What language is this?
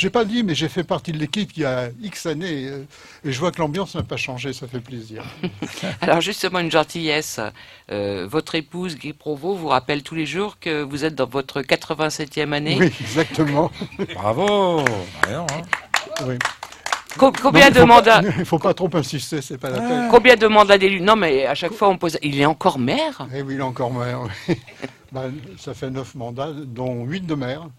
French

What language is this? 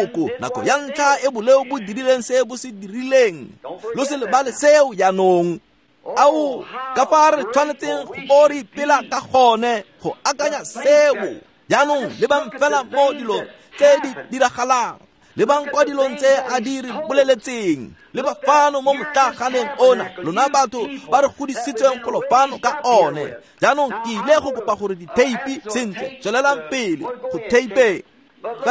Tswana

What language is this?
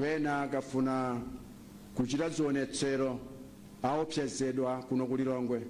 Nyanja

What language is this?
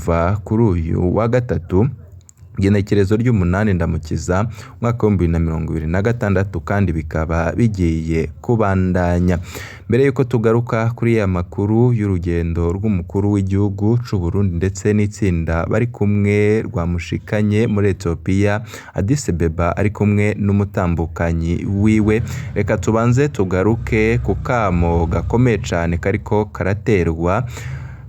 Rundi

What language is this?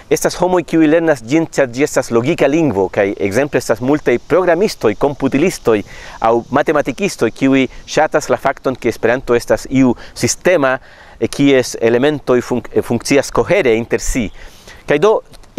Esperanto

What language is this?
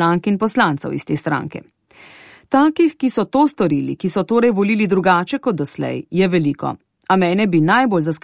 Slovenian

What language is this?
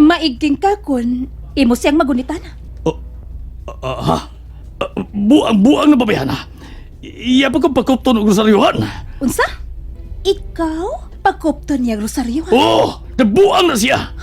Cebuano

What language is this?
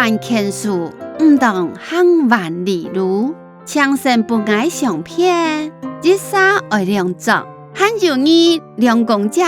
Hakka Chinese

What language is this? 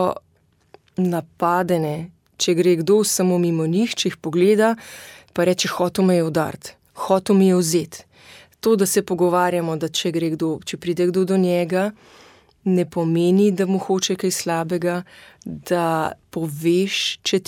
Slovenian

